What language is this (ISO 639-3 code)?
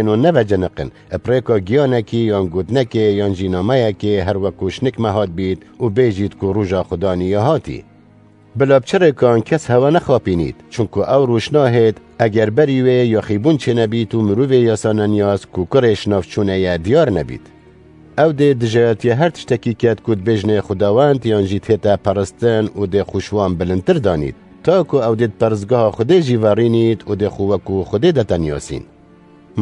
kur